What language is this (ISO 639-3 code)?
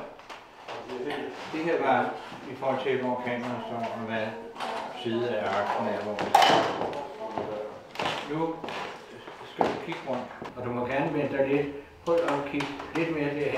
dan